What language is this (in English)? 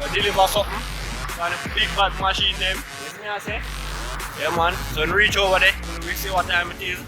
Jamaican Creole English